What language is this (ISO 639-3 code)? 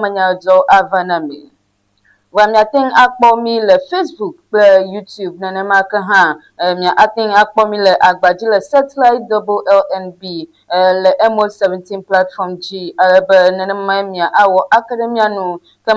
ewe